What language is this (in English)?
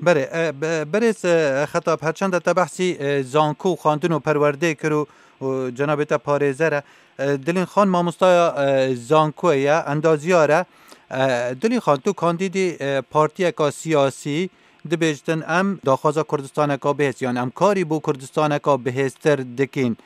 Kurdish